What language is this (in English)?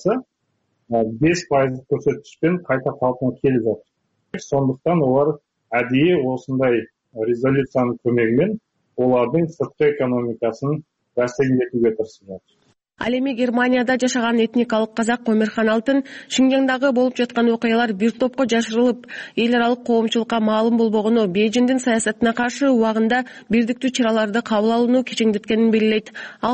Kyrgyz